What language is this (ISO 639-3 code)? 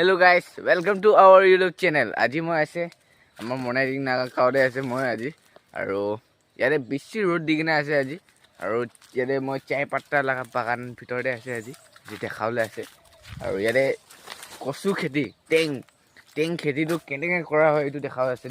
nag